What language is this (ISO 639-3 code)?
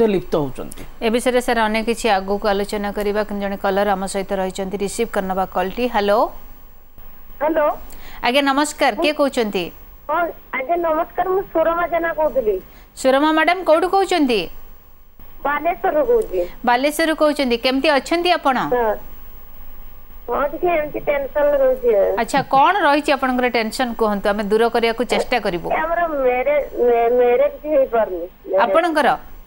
ori